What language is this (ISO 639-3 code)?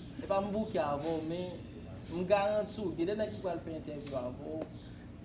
hat